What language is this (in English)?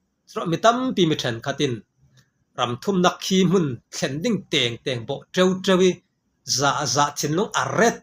Falam Chin